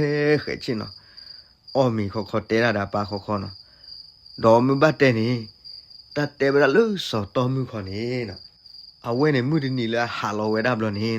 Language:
S'gaw Karen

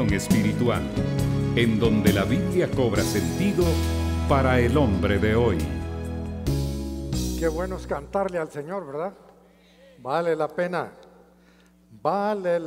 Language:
Spanish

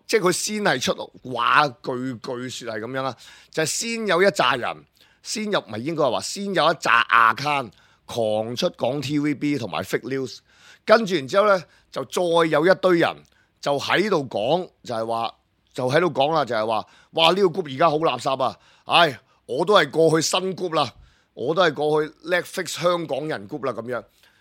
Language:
Cantonese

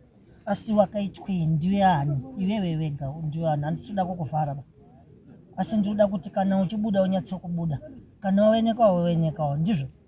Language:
Shona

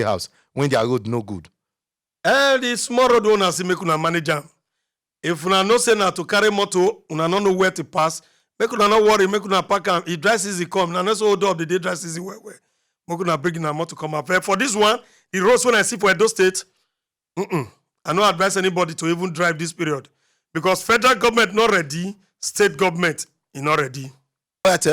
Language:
Nigerian Pidgin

